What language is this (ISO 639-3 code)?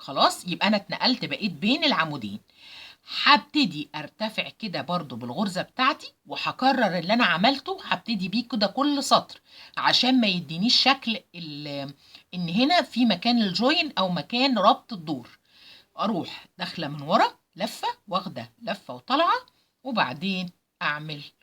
arz